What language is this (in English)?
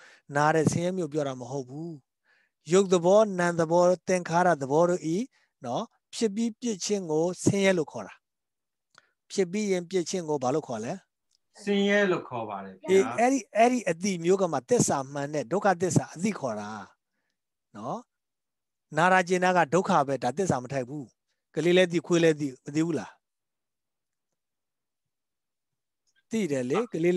Burmese